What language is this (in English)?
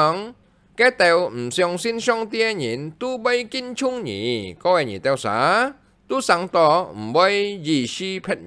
Hakka Chinese